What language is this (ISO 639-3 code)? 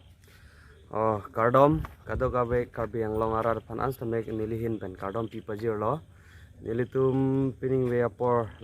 mjw